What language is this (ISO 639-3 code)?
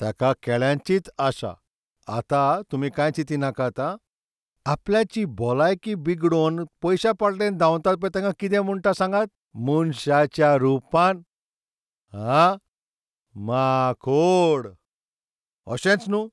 kok